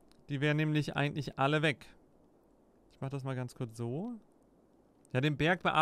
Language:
German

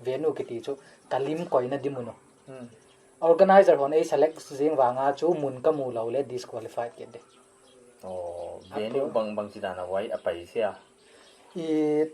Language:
Paite Chin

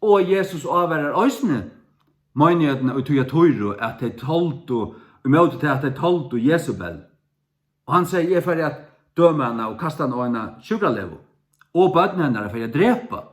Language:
Faroese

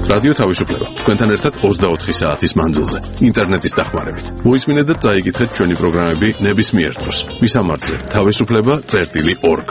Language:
Georgian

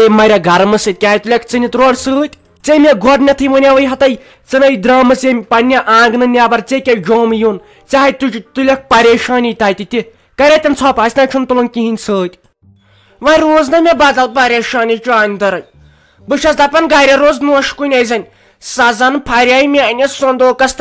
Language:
Kashmiri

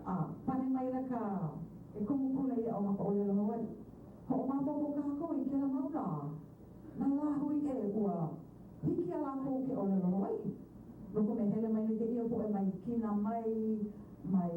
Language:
Hawaiian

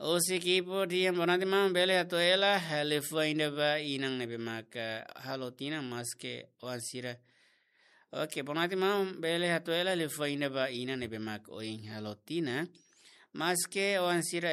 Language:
Tetum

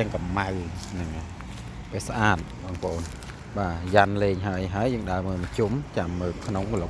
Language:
Khmer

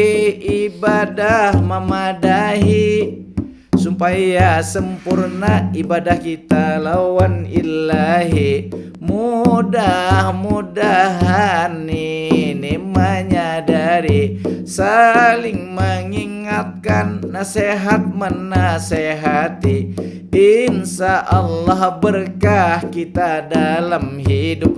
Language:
Banjar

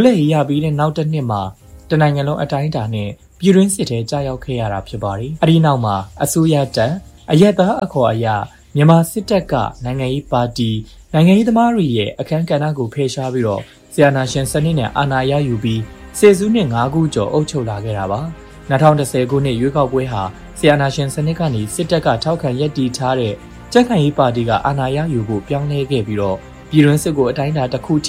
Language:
Burmese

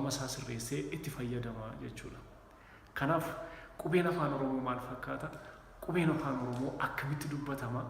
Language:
Oromo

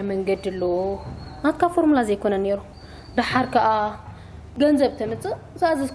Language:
Tigrinya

